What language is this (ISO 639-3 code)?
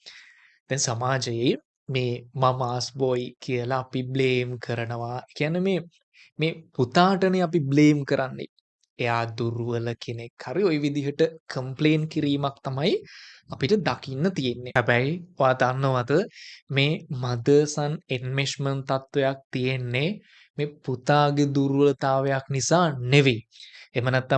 sin